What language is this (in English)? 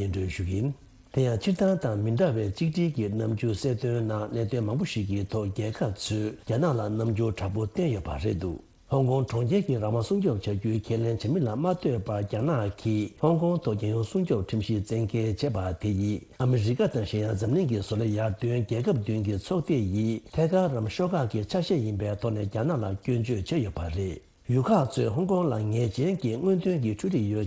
Tibetan